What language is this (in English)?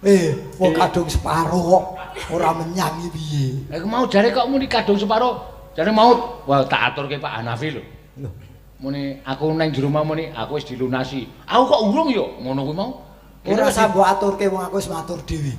Javanese